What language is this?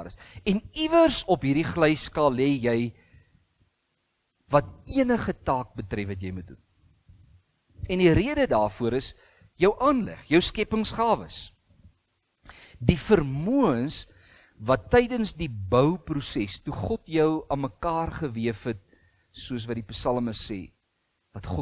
Afrikaans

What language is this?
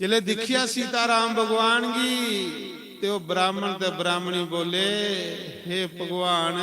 Dogri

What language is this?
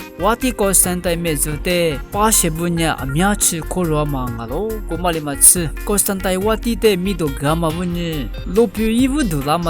Lisu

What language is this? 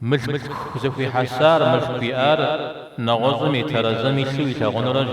Kabardian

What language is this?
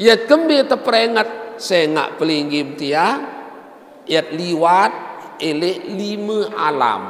Sasak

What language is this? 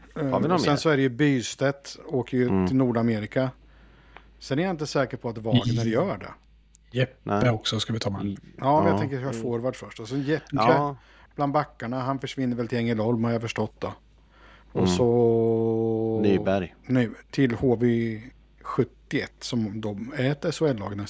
Swedish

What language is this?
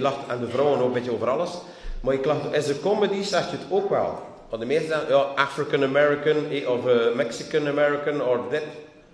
Dutch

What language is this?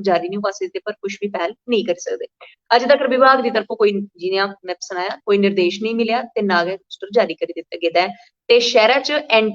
Dogri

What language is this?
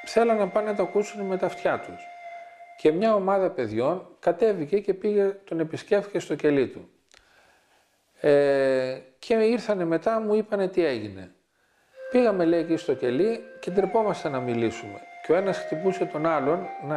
Greek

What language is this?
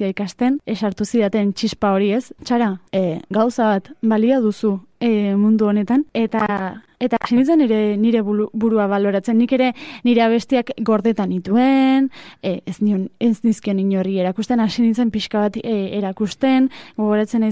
Basque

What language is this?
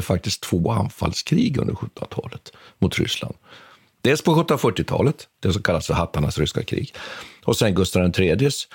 Swedish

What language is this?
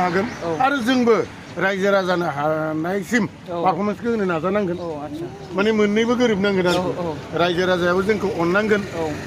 Bodo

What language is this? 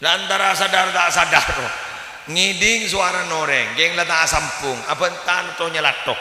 Madurese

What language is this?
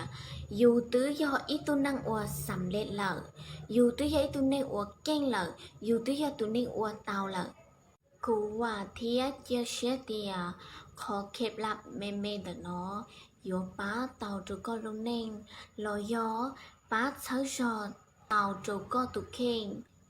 Hmong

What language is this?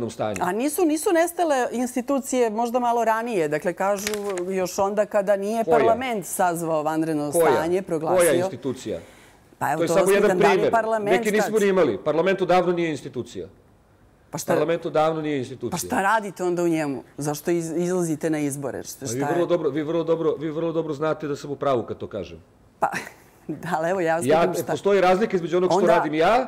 Serbian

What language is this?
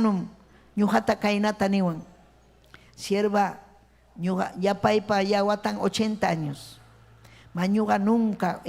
Ayacucho Quechua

